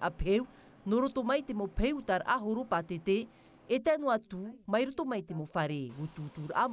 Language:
Tahitian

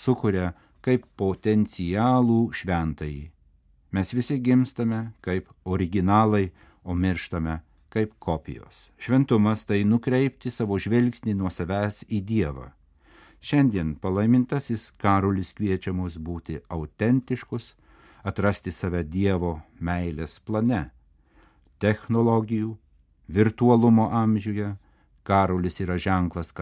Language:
Lithuanian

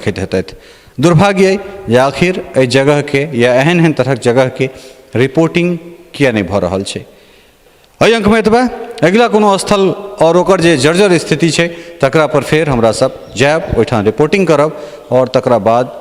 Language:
Maithili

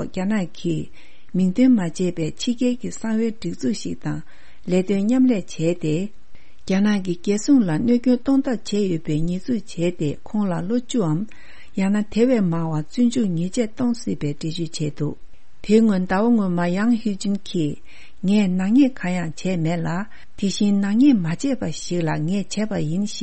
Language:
Tibetan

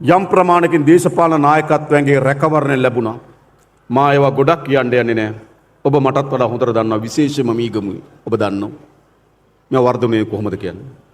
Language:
Sinhala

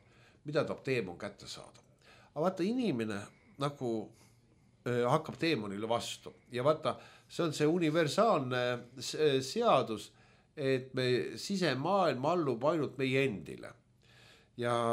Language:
Estonian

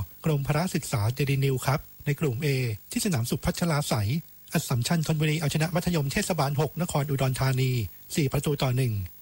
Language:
Thai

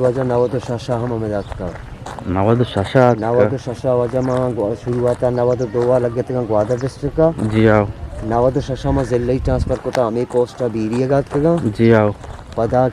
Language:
Eastern Balochi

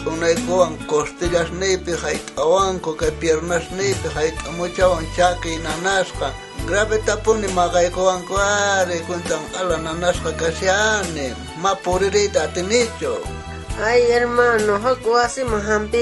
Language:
South Bolivian Quechua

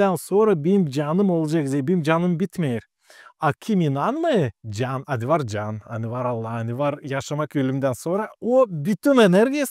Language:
Gagauz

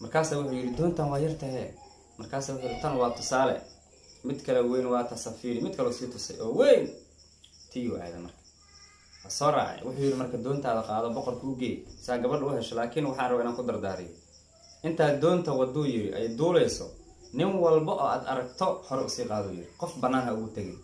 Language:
Somali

